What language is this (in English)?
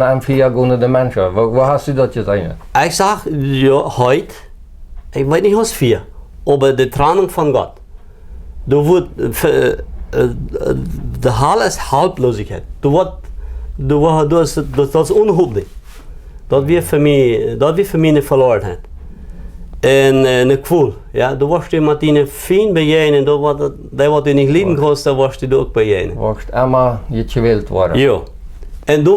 Plautdietsch